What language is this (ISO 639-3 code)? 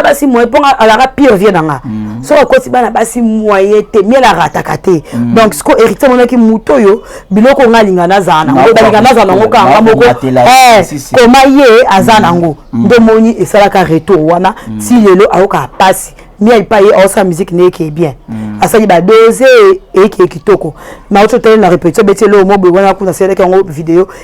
lin